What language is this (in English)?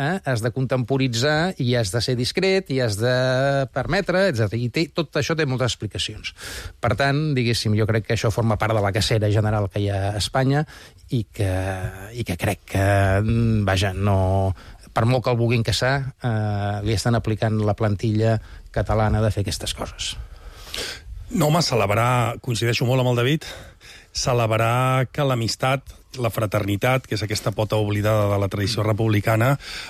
Catalan